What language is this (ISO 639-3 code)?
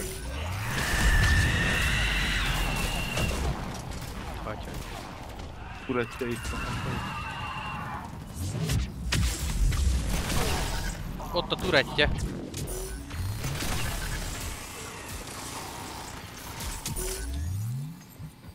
hun